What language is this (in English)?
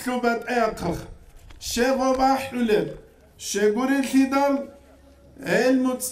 Avaric